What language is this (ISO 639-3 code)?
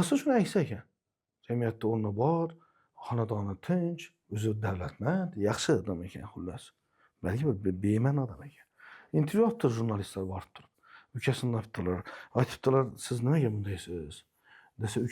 uzb